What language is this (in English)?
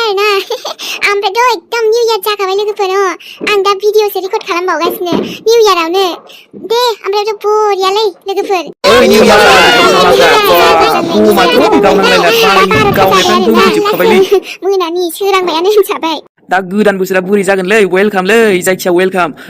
Bodo